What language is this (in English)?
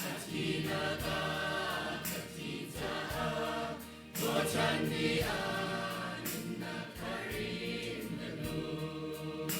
Hakha Chin